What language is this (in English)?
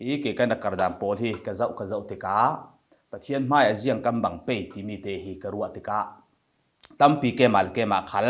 Falam Chin